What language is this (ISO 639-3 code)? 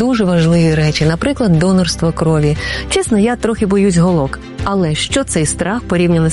ukr